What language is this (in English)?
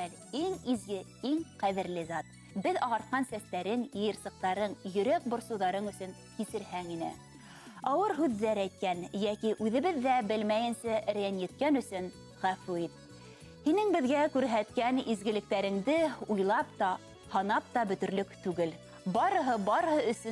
Bashkir